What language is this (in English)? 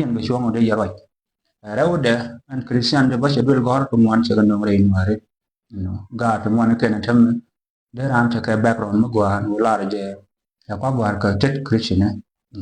Nuer